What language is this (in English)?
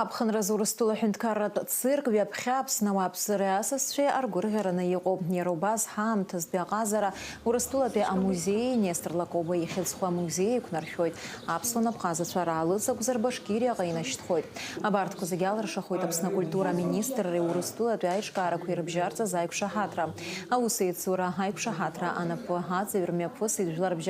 Abkhazian